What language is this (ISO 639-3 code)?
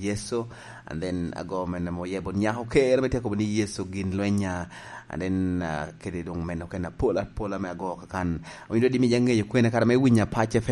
laj